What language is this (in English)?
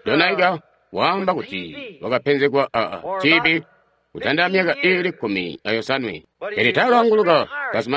Tonga (Zambia)